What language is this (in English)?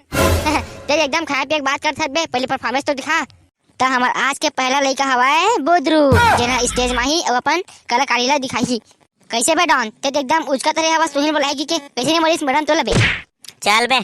Chhattisgarhi